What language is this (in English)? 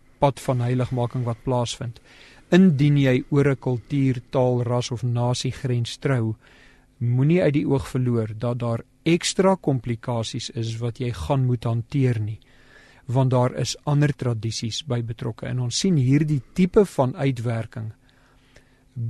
Afrikaans